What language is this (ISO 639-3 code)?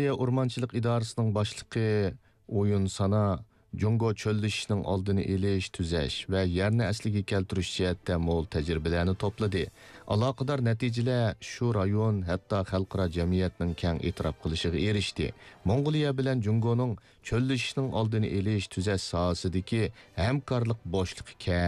uig